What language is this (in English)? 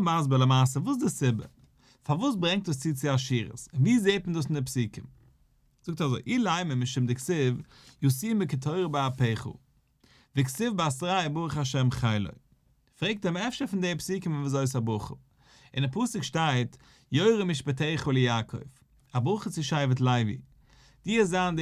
Yiddish